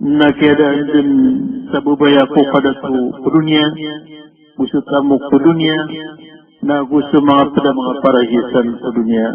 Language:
Maranao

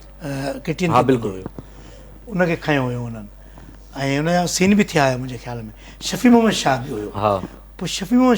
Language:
Sindhi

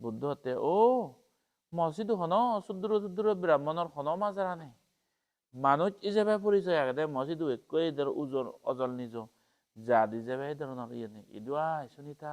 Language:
Chakma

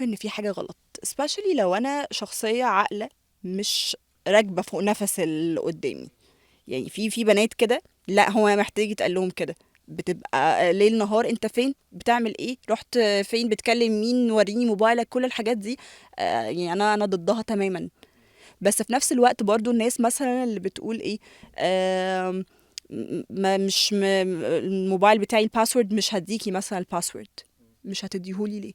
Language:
Egyptian Arabic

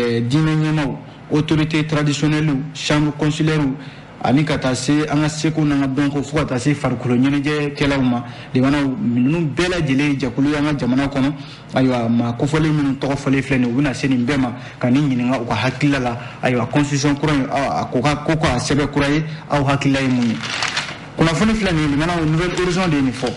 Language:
Bambara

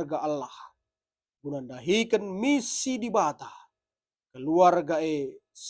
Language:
Batak Karo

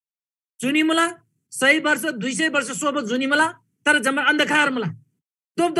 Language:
Eastern Tamang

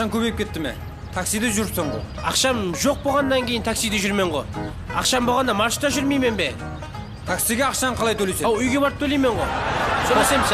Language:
Kara-Kalpak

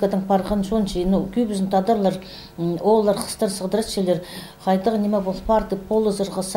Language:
Khakas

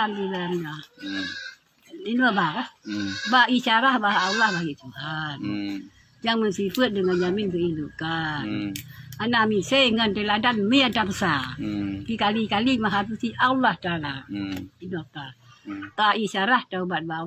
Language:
Achinese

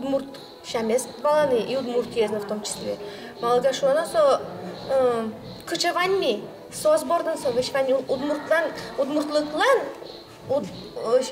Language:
Udmurt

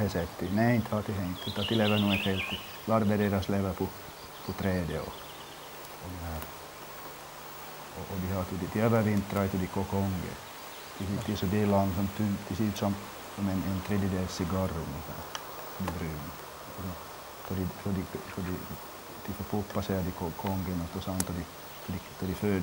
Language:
Swedish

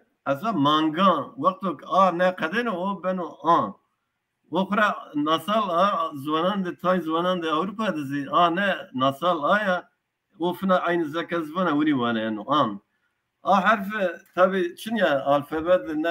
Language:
Zaza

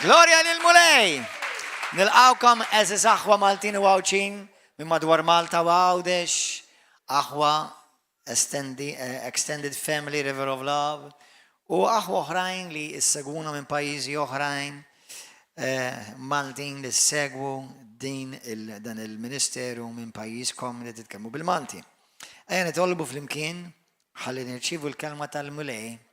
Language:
Maltese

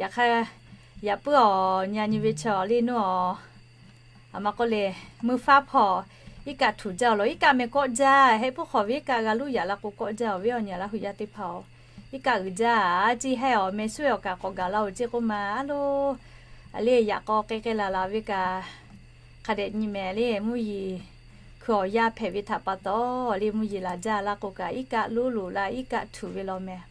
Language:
Lahu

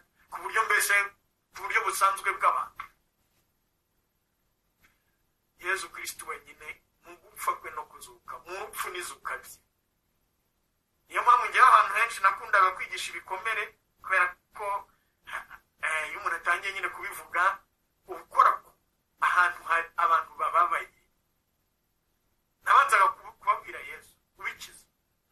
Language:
Kinyarwanda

